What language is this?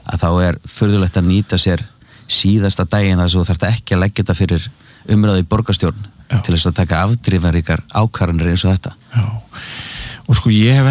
Icelandic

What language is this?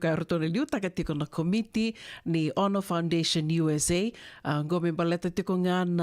Fijian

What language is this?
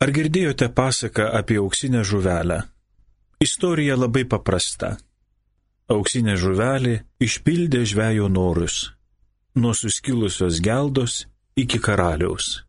Lithuanian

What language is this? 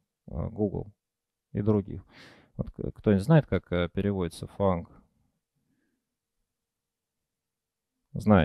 Russian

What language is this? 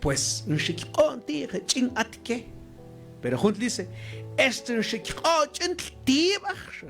Mam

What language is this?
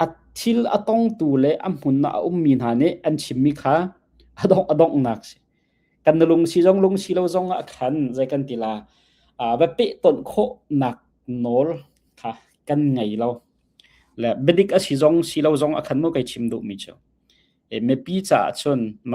Hakha Chin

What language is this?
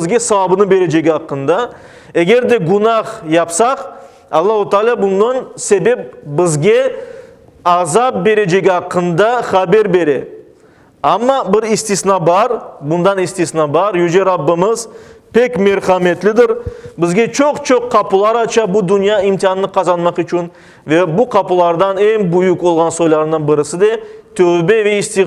Crimean Tatar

